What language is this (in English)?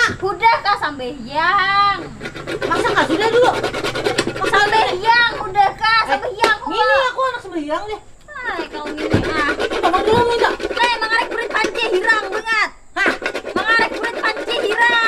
Banjar